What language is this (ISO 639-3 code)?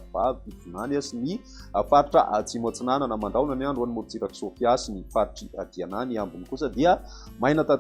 mlg